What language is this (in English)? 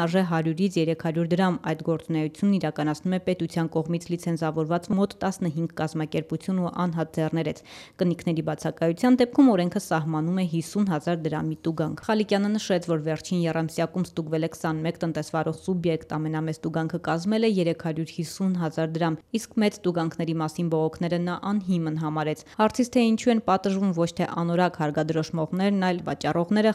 Armenian